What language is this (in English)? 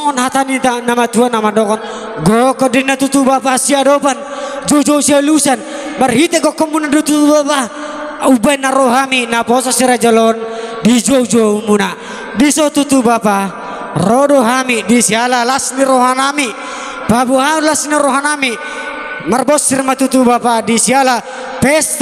Batak Toba